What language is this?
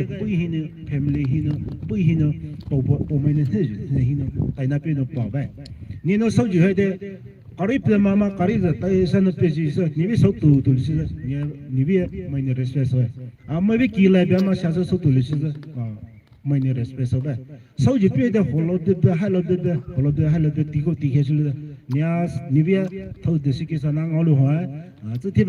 Poumei Naga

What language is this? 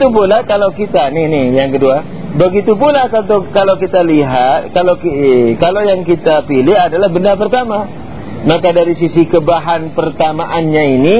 Indonesian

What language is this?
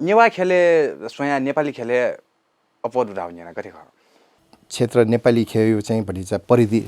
Newari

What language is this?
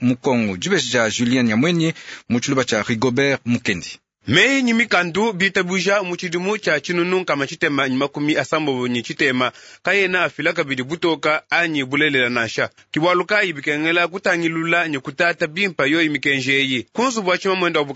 Luba-Lulua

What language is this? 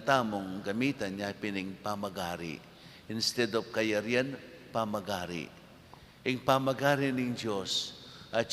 Pampanga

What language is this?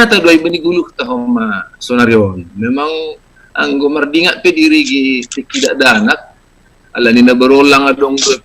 Batak Simalungun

